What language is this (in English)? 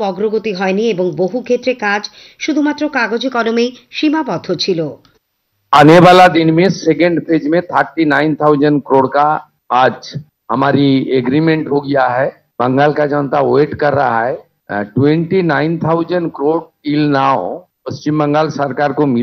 Bangla